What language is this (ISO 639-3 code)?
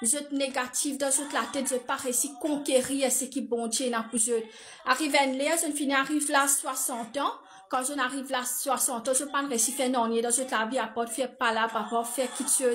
mfe